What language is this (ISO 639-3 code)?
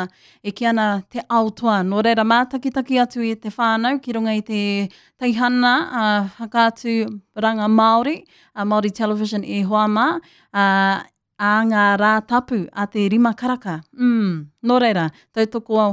mri